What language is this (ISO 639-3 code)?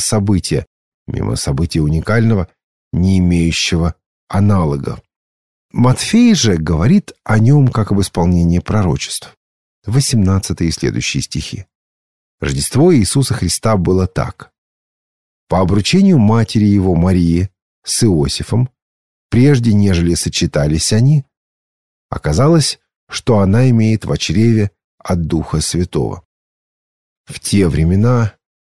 rus